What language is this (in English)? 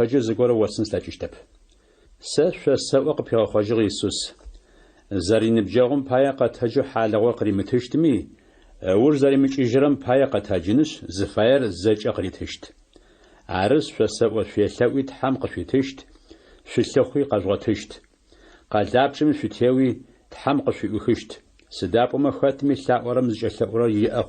Adyghe